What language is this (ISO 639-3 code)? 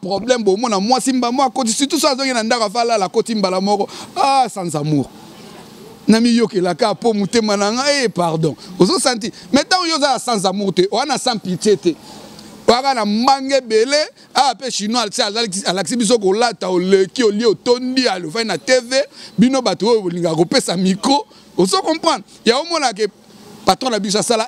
lin